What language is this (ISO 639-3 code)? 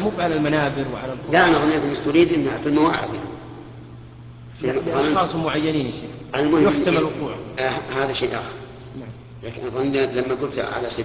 ara